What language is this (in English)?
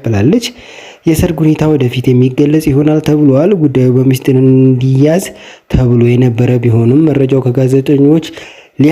Amharic